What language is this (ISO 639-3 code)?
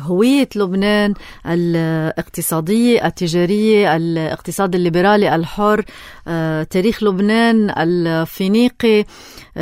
apc